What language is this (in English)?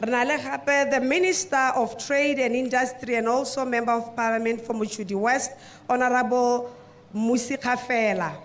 Tswana